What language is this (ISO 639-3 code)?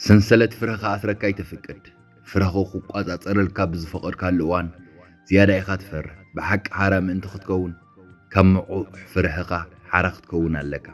tir